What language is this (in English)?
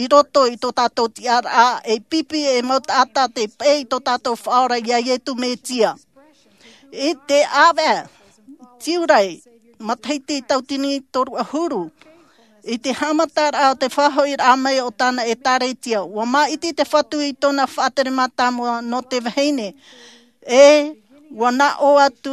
Tahitian